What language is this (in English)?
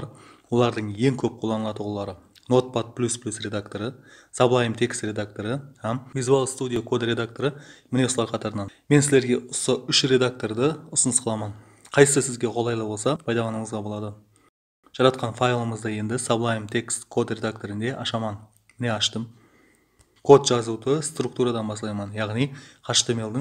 Kara-Kalpak